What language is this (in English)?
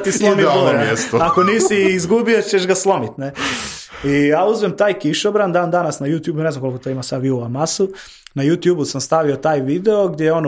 Croatian